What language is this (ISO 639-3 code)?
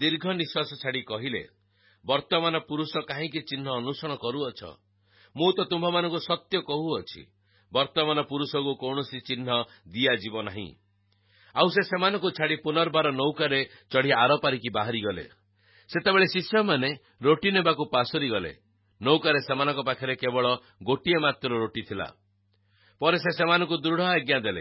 ori